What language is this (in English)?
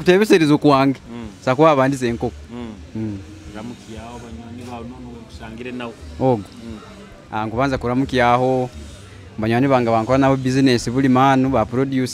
Tooro